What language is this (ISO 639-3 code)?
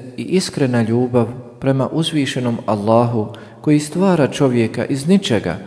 bos